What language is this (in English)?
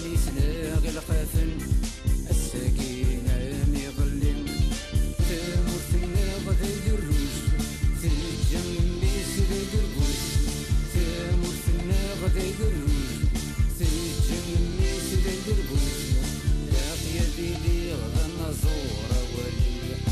Kabyle